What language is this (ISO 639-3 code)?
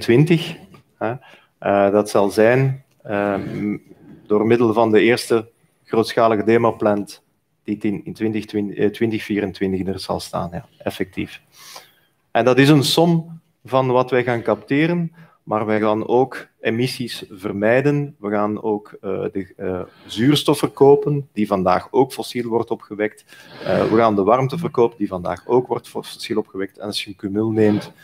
nld